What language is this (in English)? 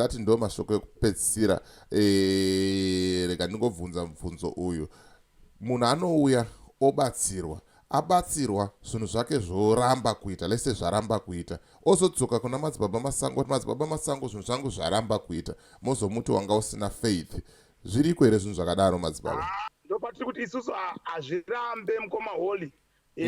Shona